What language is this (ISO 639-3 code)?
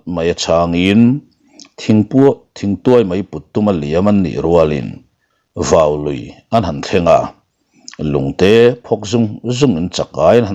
lus